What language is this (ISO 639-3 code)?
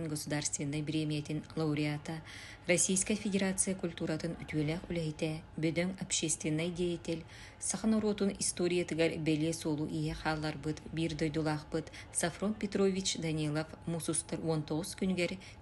sah